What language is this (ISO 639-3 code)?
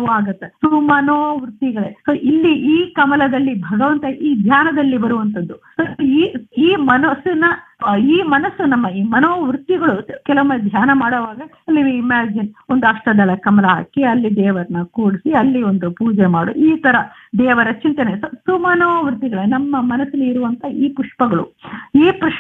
kan